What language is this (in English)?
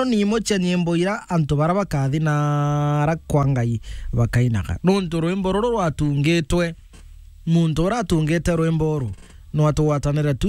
Meru